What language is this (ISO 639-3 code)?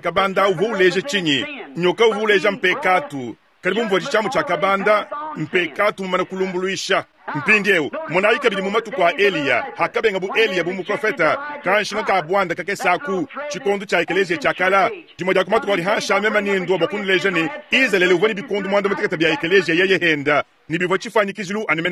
lua